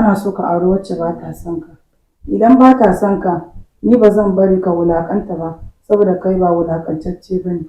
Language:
Hausa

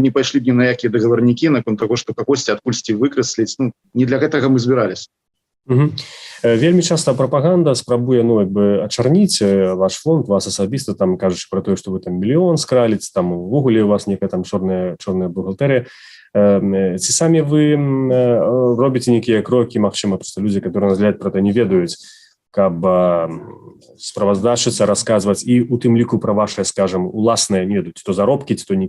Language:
Belarusian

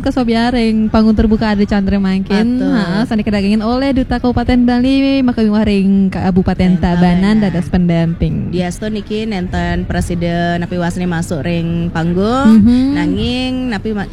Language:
Balinese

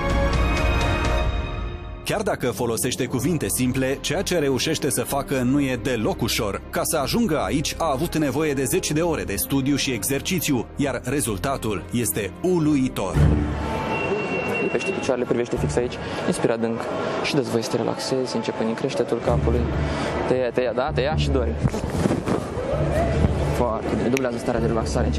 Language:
Romanian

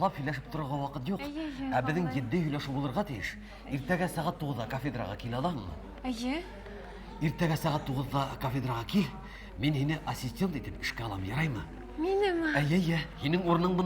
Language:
Bashkir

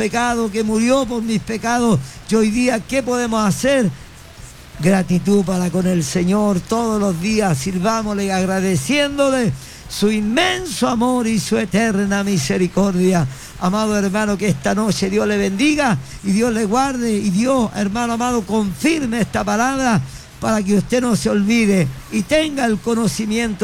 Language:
Spanish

